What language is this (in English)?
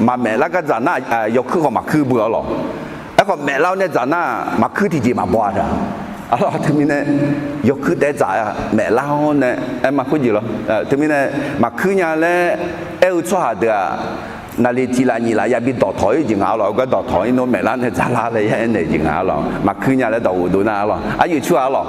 Akha